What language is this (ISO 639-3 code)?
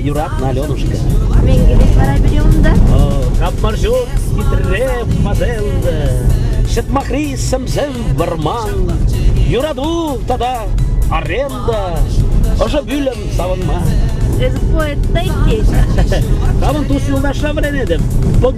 chv